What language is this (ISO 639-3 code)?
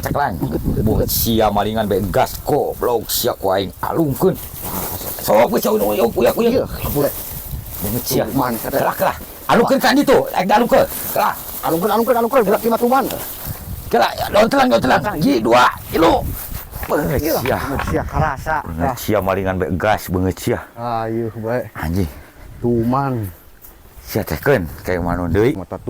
sun